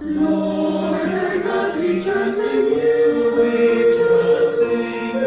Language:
Ewe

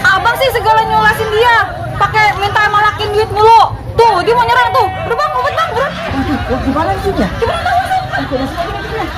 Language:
Betawi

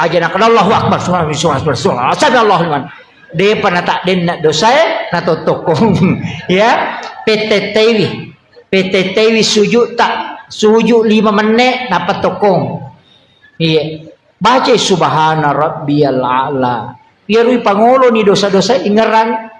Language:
Buginese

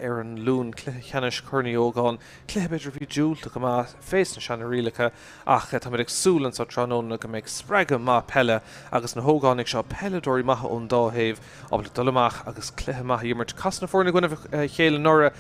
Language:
Irish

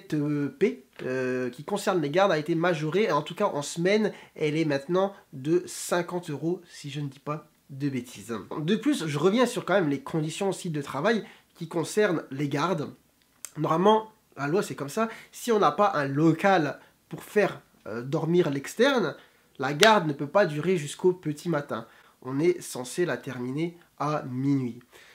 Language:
French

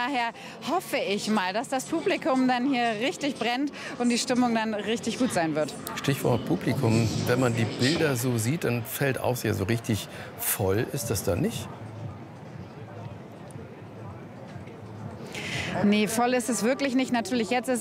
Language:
German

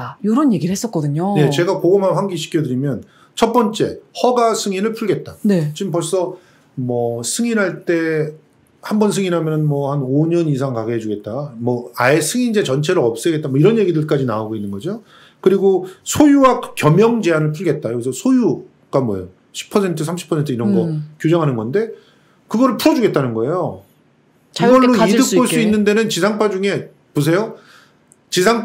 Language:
Korean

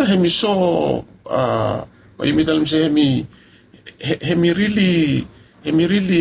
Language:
Bislama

